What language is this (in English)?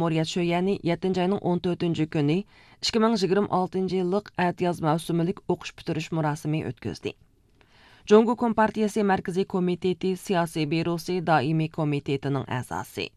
Uyghur